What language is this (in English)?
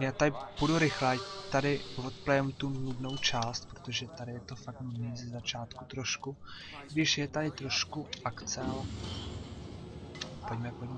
Czech